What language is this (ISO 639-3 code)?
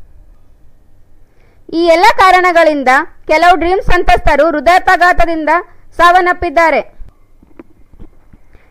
kan